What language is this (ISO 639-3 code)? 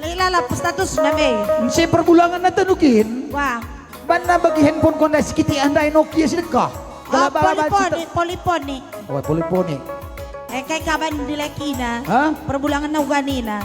btx